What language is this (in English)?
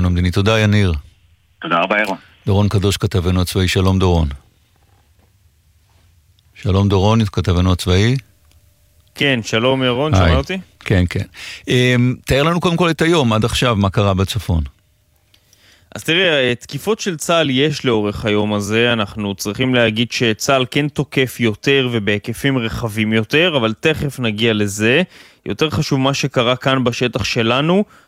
Hebrew